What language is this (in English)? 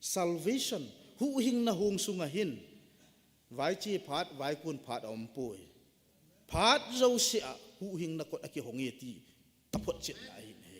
Thado Chin